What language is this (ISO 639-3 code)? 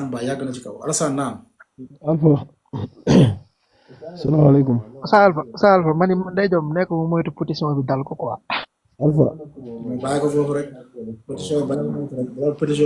wol